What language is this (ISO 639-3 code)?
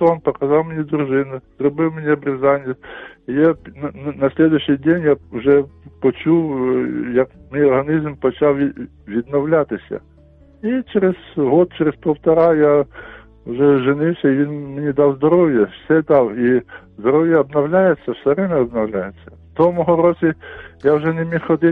ukr